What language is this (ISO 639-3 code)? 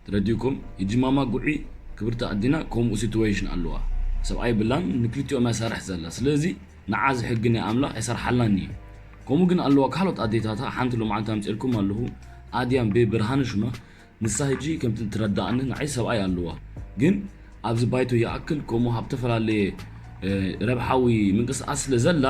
tir